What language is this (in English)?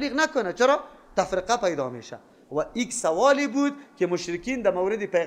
Persian